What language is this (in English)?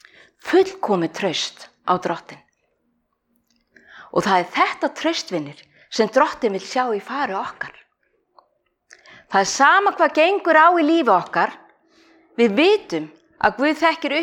Icelandic